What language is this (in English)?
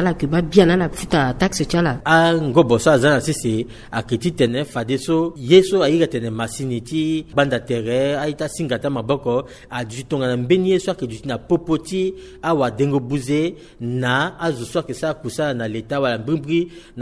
Sango